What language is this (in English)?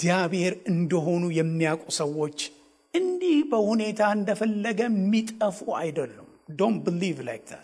Amharic